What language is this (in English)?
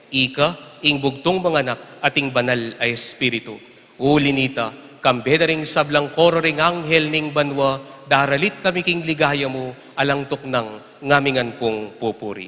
Pampanga